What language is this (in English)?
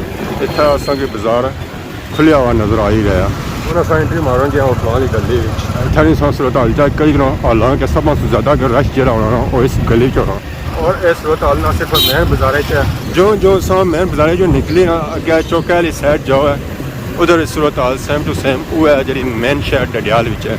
Pahari-Potwari